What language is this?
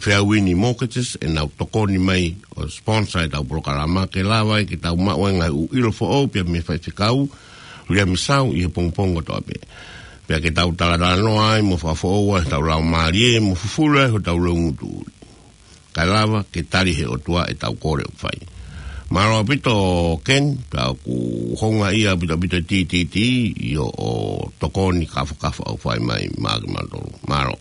Tongan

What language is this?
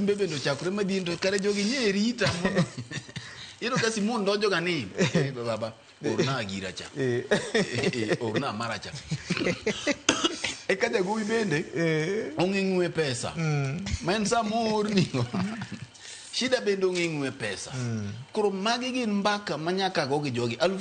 Luo (Kenya and Tanzania)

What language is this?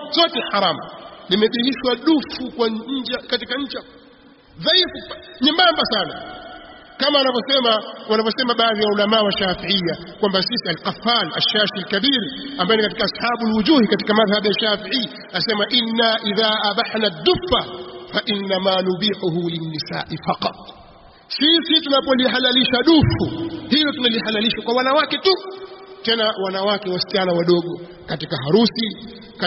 Swahili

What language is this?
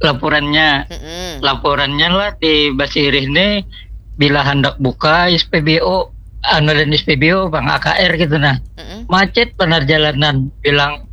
Banjar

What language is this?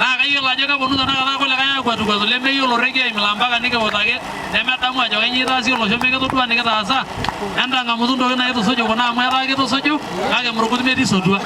Masai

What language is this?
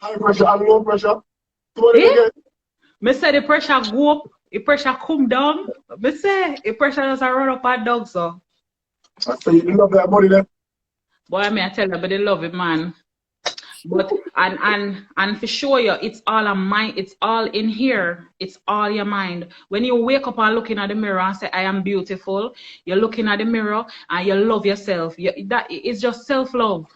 Jamaican Creole English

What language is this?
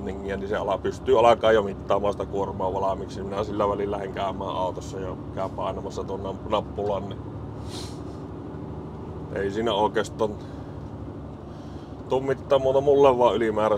Finnish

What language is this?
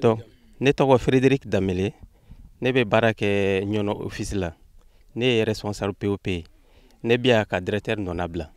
Bambara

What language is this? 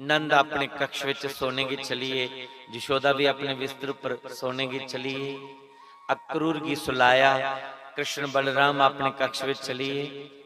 Dogri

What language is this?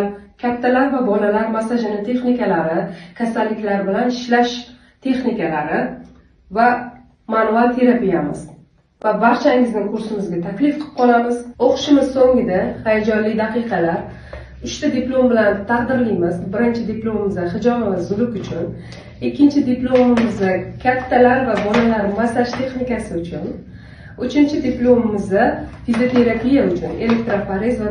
Uzbek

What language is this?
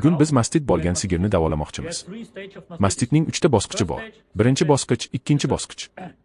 Uzbek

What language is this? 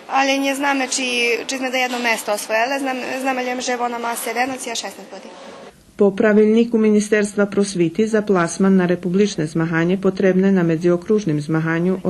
Rusyn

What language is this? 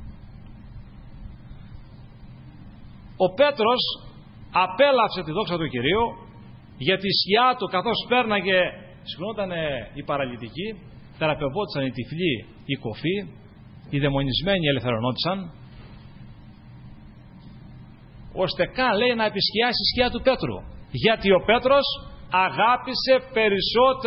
Greek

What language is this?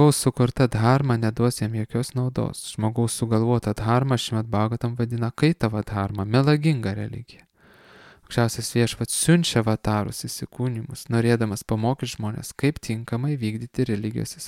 Lithuanian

